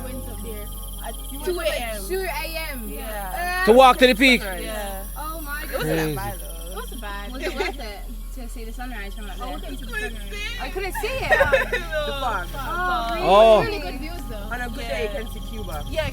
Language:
Jamaican Creole English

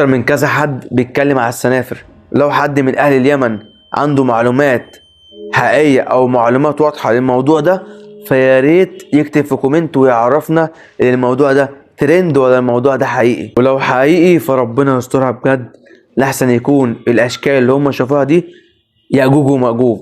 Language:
Egyptian Arabic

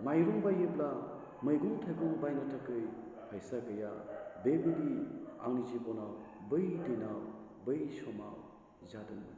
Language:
Bodo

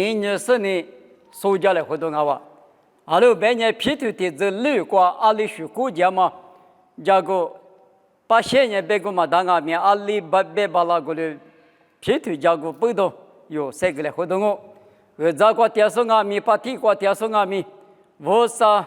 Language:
Lisu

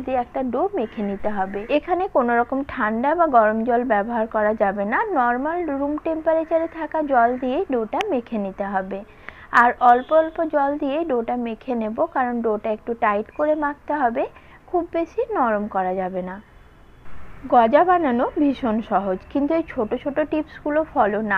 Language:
Bangla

